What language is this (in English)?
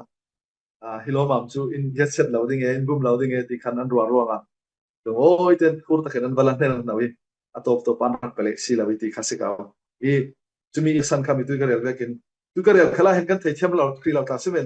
Falam Chin